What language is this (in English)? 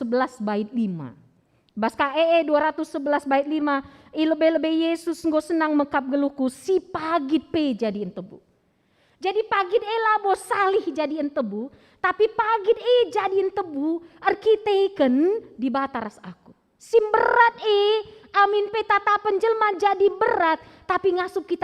Batak Karo